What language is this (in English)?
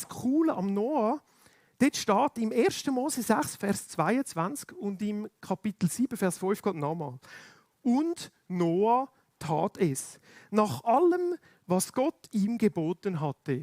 Swiss German